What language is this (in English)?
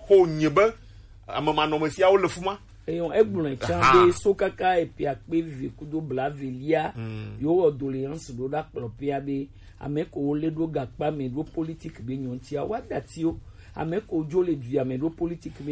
Gen